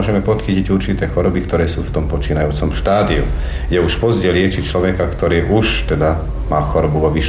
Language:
Slovak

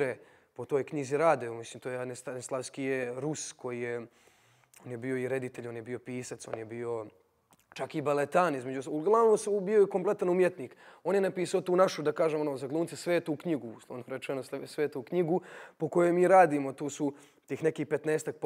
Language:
Bosnian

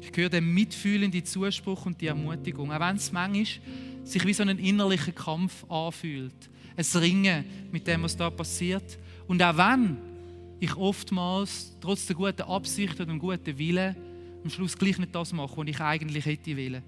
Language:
Swiss German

